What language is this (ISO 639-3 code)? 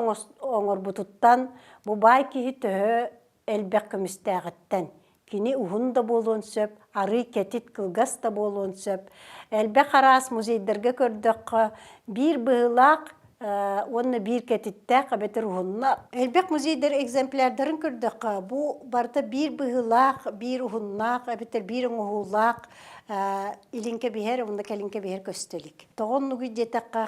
sah